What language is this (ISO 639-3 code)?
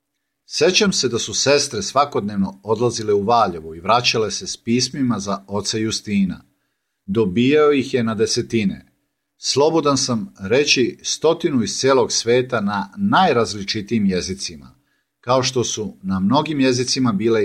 srp